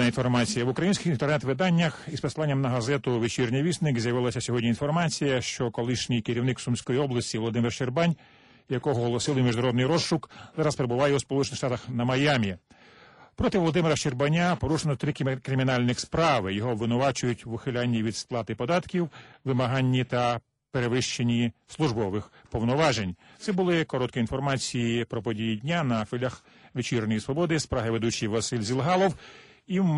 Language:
Ukrainian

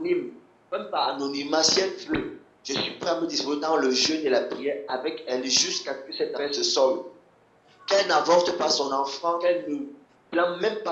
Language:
French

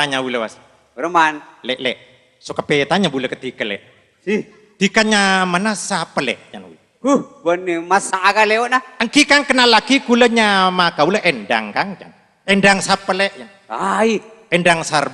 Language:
Madurese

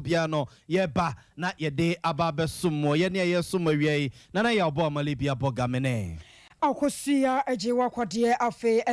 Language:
Akan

